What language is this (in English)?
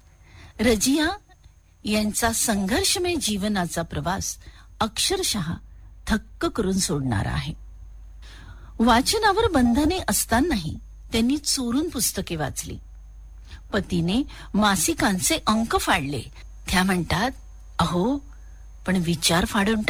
Marathi